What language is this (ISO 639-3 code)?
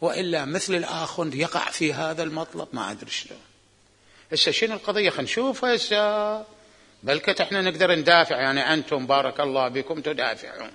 acm